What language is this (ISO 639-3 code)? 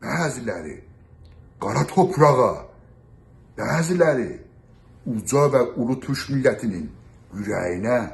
azb